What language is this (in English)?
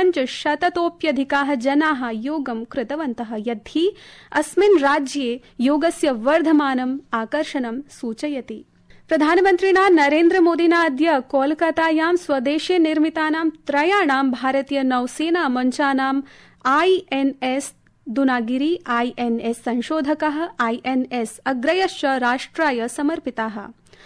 Sanskrit